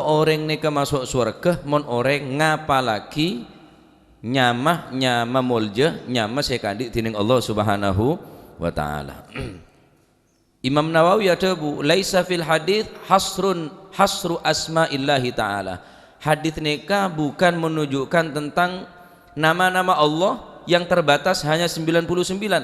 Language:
Madurese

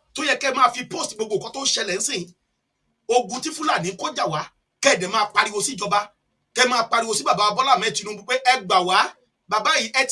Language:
Yoruba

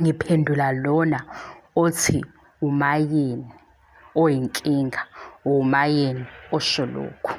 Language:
Zulu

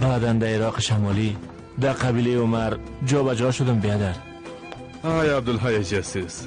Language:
Persian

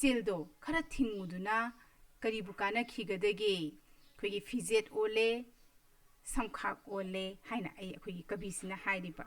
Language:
Manipuri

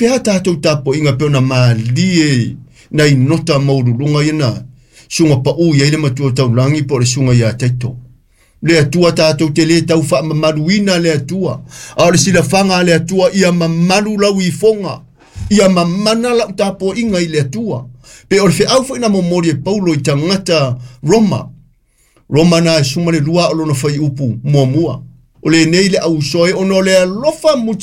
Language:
Samoan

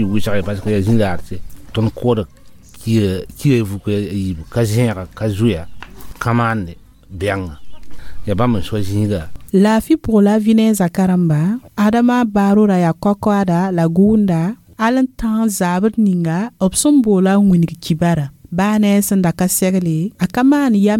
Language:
Mossi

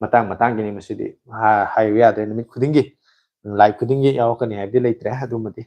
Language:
Manipuri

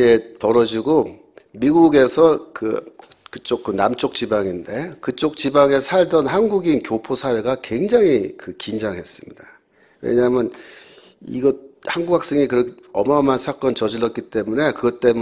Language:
Korean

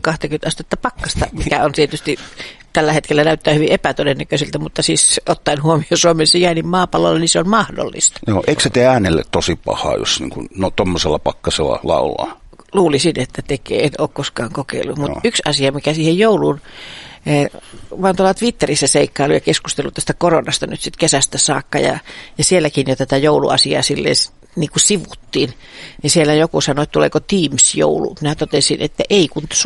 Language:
Finnish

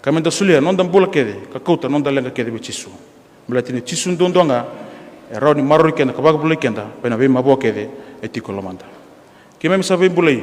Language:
Fijian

